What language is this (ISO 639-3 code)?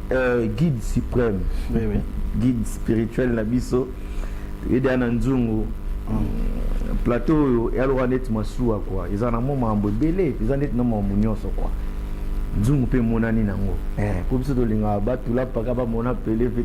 lin